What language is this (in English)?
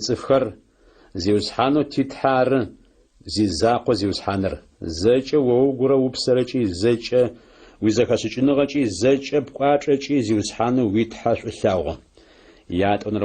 Adyghe